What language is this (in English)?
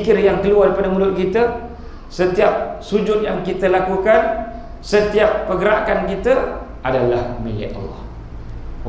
Malay